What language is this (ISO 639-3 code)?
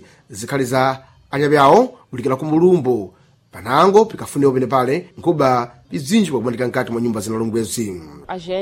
seh